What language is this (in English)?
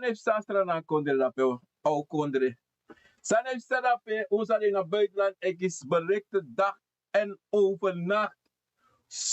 Sranan Tongo